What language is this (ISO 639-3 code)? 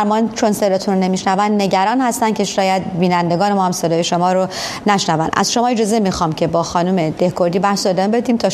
fas